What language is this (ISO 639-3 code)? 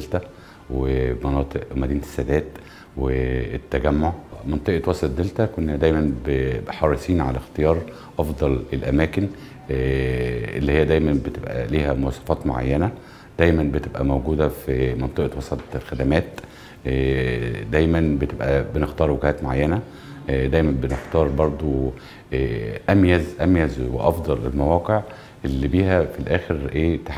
arz